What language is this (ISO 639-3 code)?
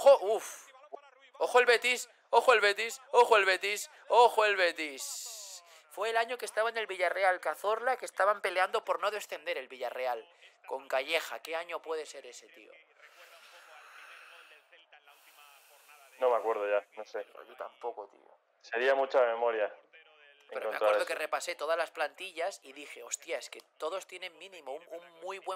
spa